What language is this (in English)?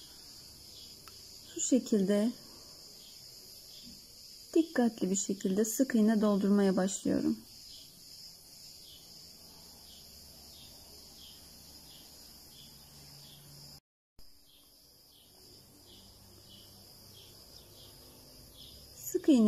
Turkish